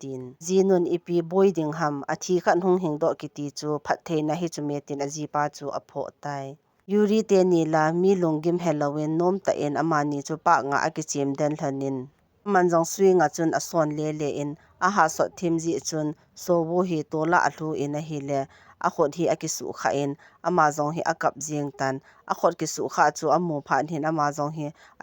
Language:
Thado Chin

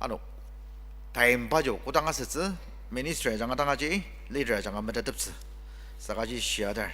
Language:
Ao Naga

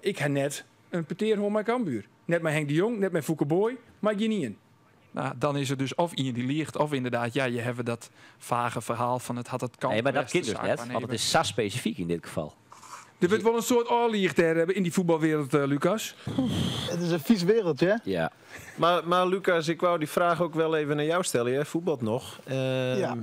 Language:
Western Frisian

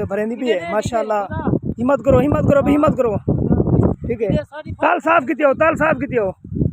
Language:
Saraiki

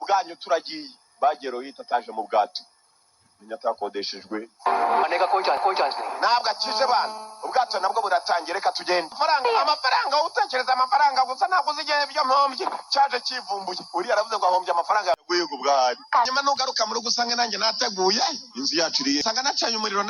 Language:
Kinyarwanda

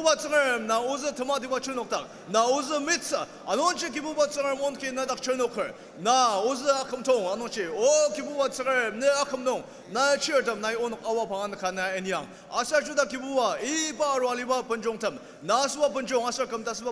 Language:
Ao Naga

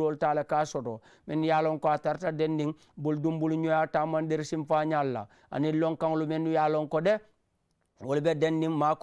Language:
Mandingo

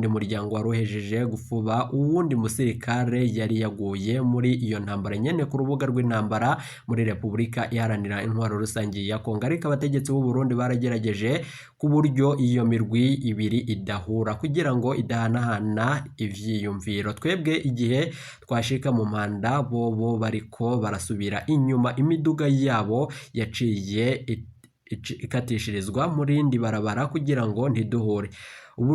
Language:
Rundi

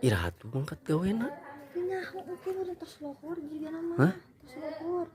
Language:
Sundanese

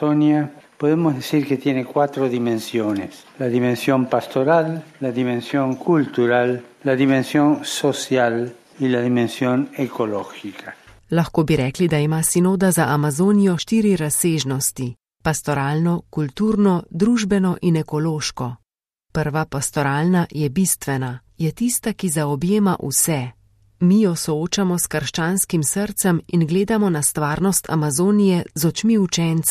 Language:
Slovenian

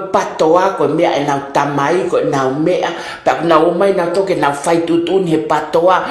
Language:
Tongan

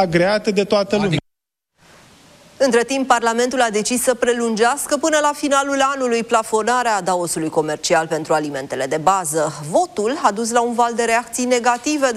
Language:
Romanian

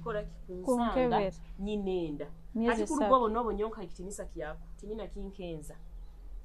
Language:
Nyoro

